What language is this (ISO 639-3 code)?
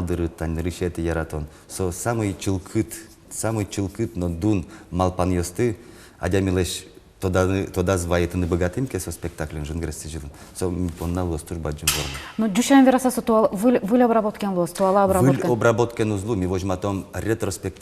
udm